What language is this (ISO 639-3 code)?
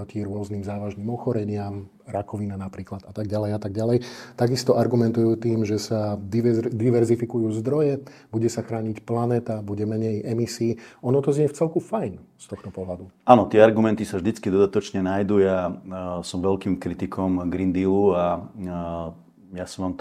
slk